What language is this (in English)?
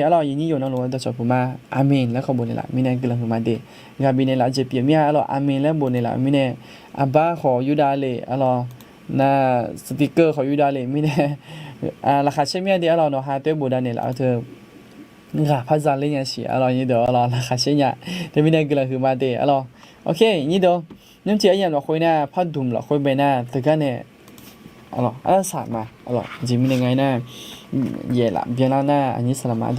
Akha